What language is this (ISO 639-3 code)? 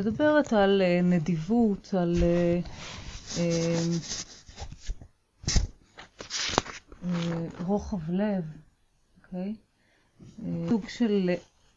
heb